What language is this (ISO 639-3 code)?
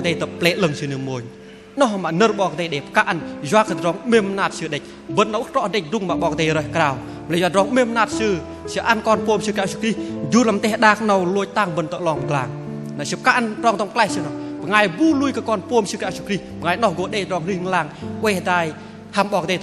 bdq